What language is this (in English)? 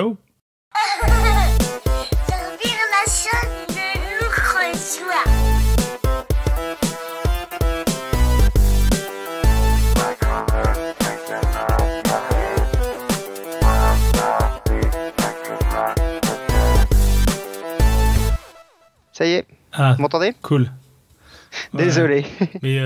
French